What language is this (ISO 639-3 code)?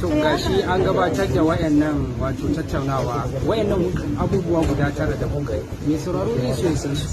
hau